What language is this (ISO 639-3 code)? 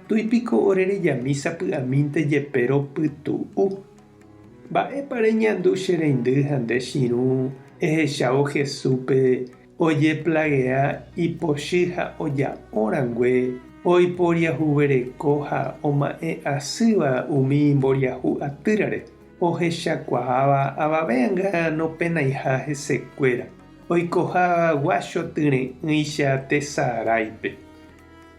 grn